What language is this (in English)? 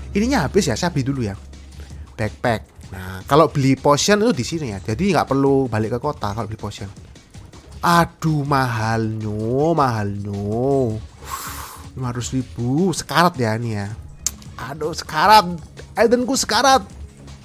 Indonesian